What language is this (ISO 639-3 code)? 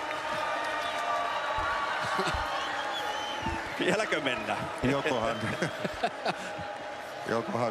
fin